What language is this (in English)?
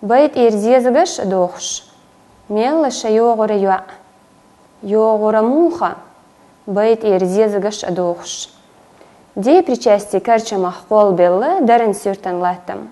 Chechen